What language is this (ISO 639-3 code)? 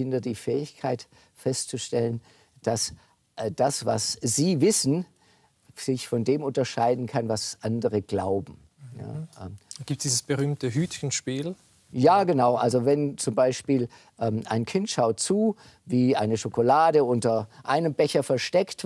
deu